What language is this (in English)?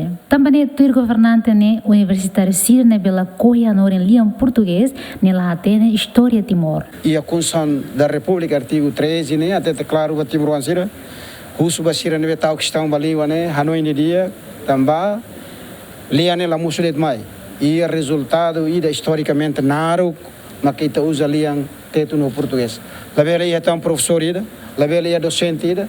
Tetum